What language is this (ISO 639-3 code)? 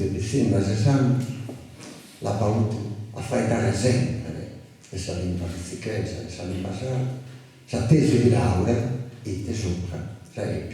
srd